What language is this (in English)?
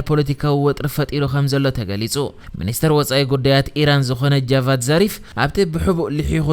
Tigrinya